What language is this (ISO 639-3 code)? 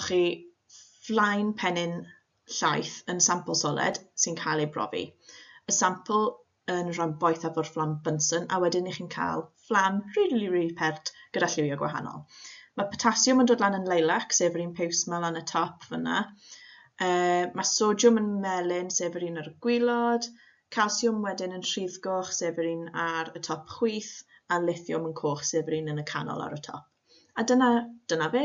cym